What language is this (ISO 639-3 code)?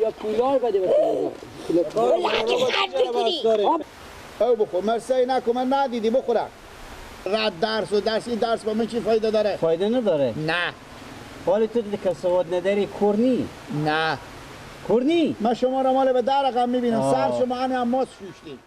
fas